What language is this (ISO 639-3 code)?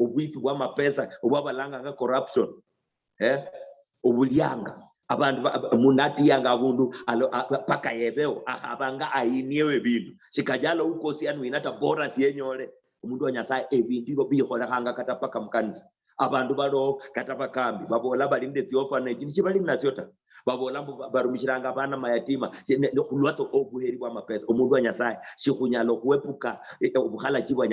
luy